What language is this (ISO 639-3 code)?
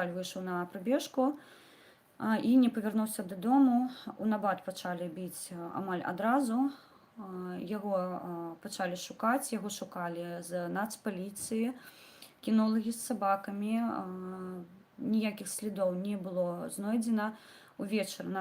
bel